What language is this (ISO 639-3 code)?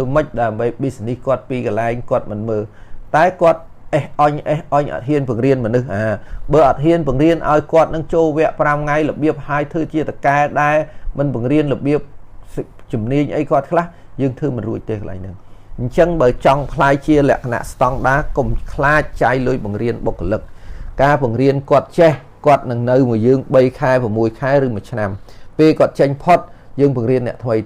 khm